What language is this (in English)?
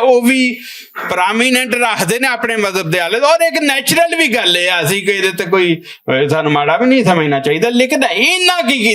Western Panjabi